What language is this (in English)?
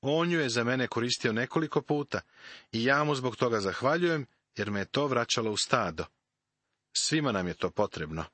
Serbian